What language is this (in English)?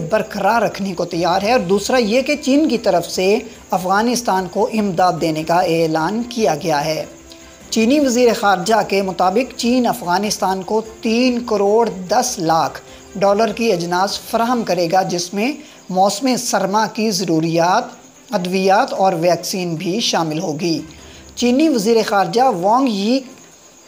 Urdu